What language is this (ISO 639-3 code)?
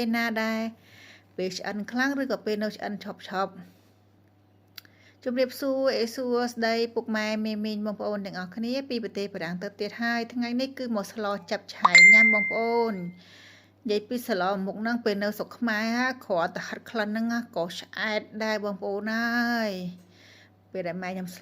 khm